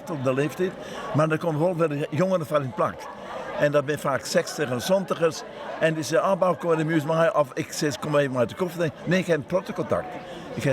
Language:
Western Frisian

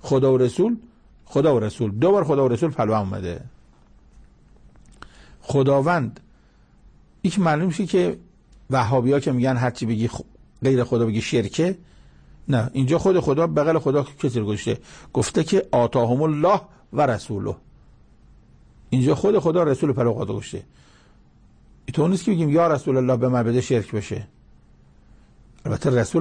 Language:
Persian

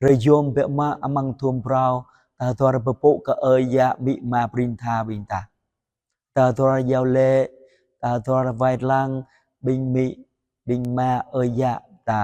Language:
Jarai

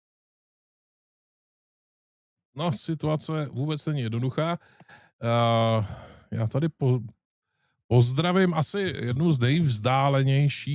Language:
Czech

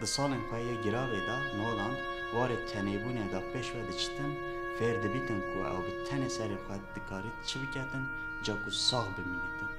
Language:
Kurdish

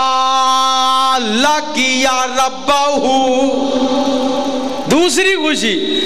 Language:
Western Panjabi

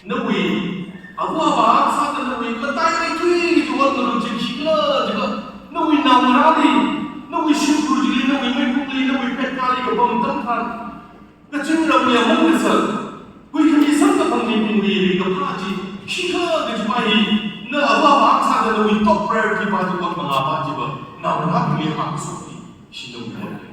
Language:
Tangkhul Naga (India)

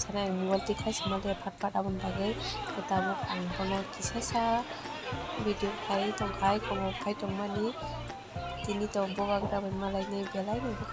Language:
Kok Borok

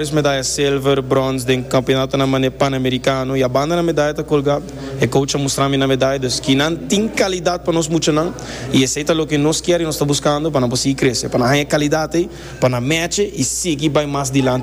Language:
Papiamento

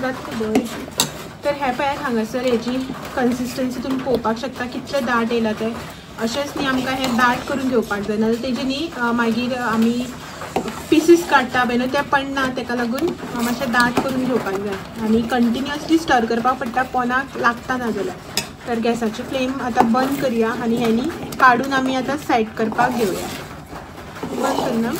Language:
Konkani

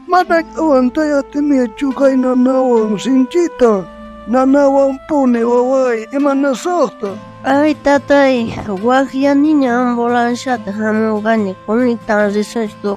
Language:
South Bolivian Quechua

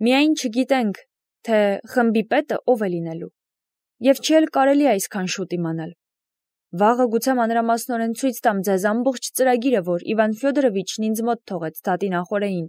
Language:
Armenian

